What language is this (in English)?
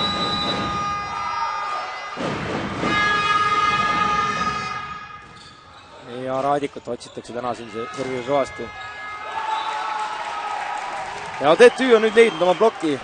Estonian